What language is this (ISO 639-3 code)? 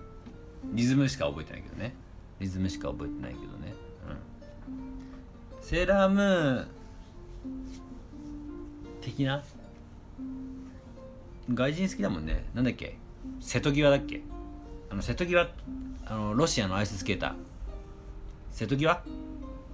jpn